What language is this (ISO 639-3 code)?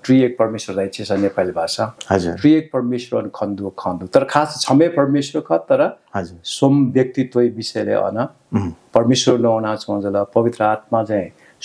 new